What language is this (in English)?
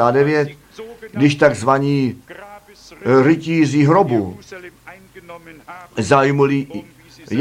Czech